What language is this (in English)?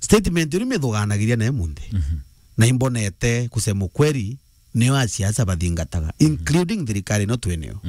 Meru